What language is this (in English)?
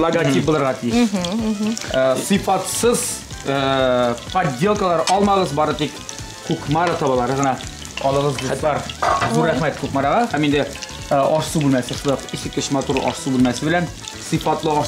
Kazakh